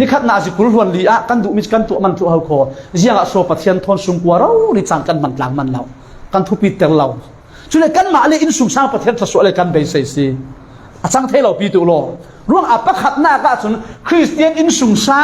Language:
Falam Chin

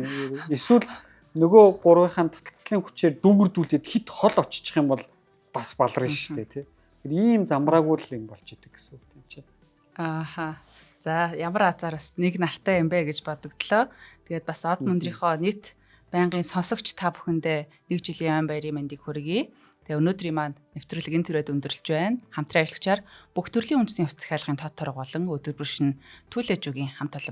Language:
Mongolian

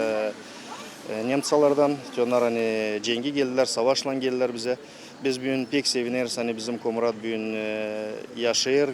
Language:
Gagauz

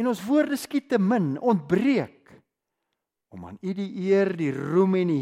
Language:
Afrikaans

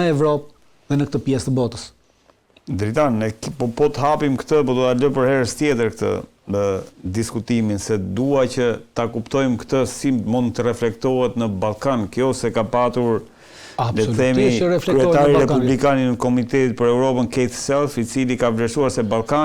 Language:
Albanian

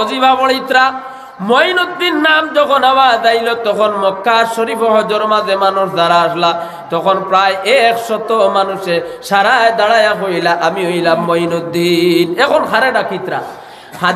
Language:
Sylheti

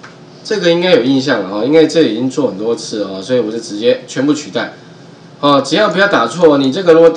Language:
Chinese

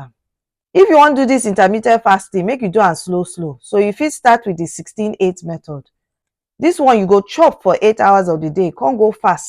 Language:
Nigerian Pidgin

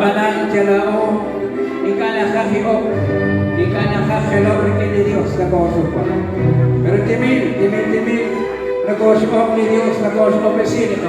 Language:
Kekchí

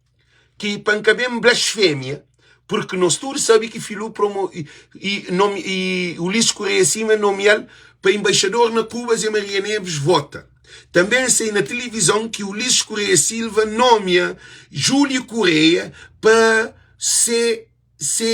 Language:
Kabuverdianu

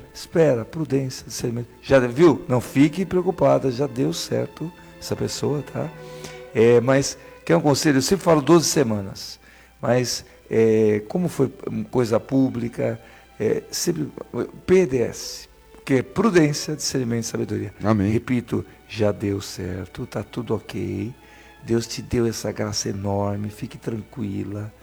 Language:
Portuguese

